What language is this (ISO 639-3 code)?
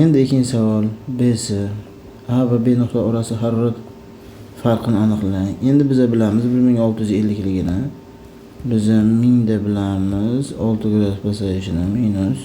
uzb